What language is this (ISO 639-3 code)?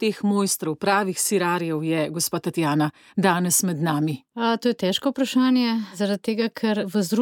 slv